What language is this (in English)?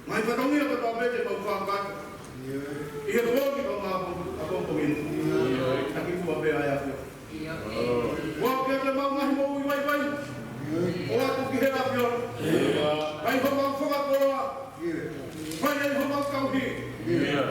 Tongan